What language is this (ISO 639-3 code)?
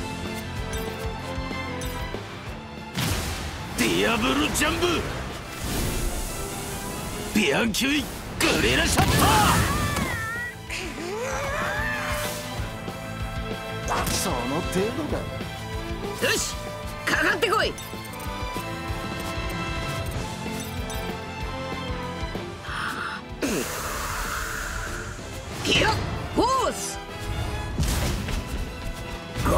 jpn